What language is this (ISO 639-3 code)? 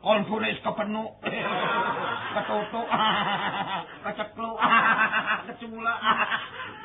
jav